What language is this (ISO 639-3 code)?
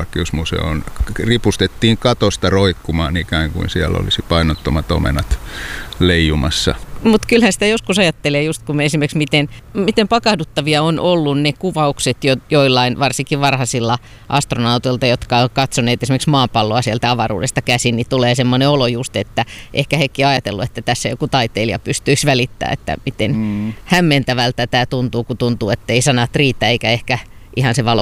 fin